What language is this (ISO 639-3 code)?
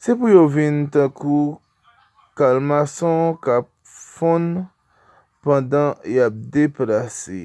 hat